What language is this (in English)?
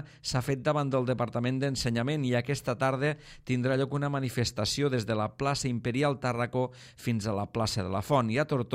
Catalan